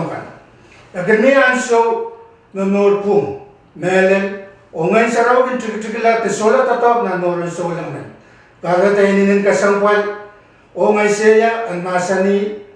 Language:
Pohnpeian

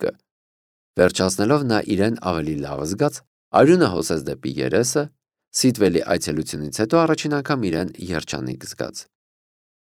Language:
Armenian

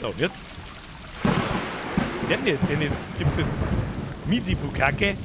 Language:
Bavarian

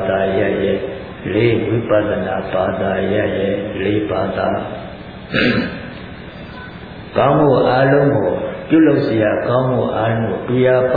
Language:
Burmese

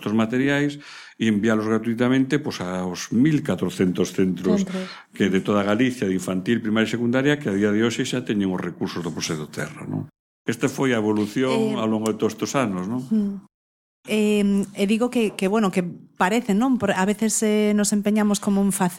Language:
Galician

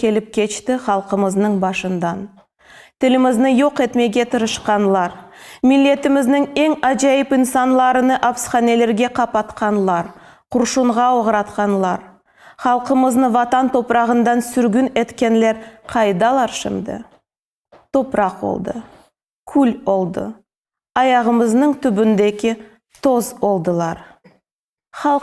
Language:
Crimean Tatar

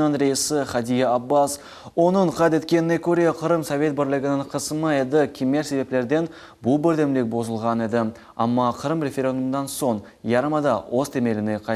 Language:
Crimean Tatar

